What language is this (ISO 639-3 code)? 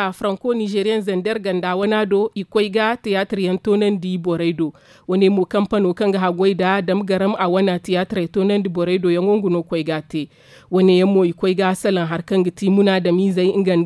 dje